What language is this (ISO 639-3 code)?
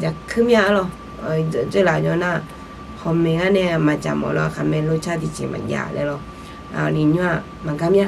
ahk